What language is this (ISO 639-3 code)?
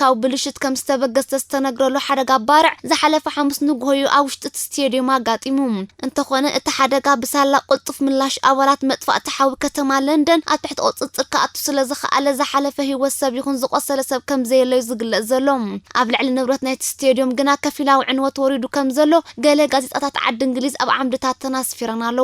tir